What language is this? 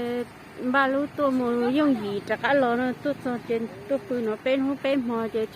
Hmong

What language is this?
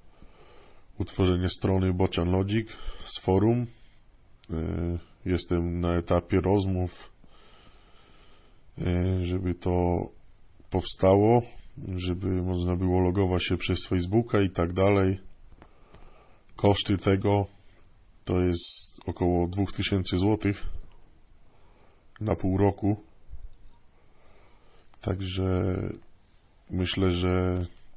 Polish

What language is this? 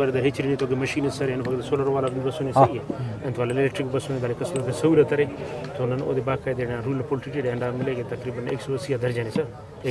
Brahui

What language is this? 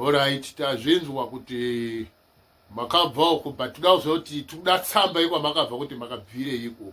Shona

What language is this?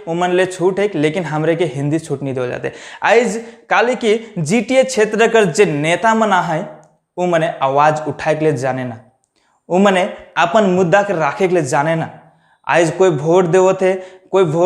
Sadri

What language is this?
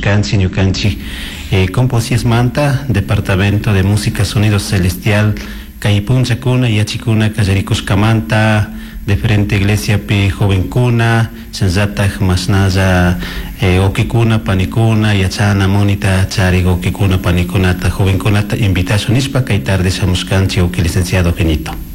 Chimborazo Highland Quichua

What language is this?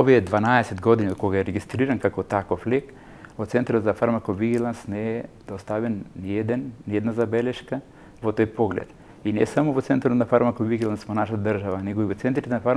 Macedonian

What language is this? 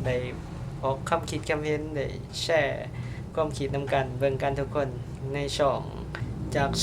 Lao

